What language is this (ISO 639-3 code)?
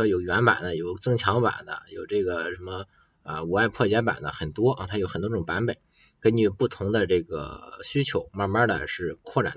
zho